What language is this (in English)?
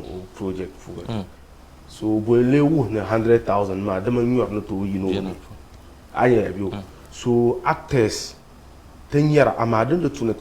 Dagbani